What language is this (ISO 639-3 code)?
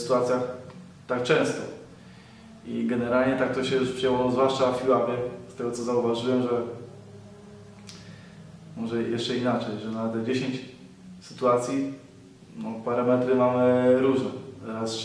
pol